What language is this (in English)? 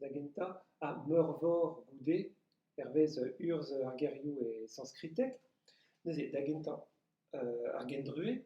Breton